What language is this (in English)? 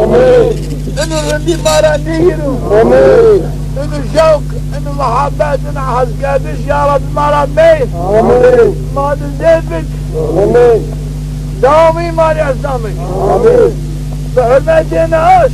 Zaza